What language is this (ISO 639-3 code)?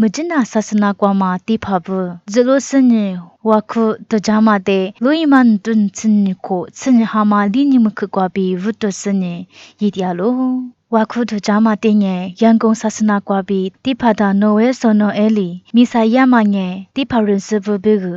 lis